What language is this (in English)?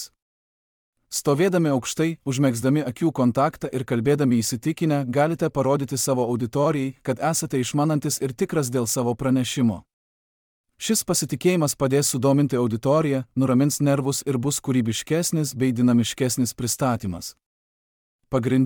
Lithuanian